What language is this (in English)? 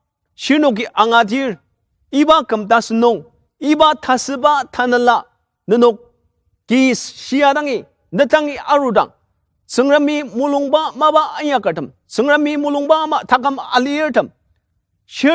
Ao Naga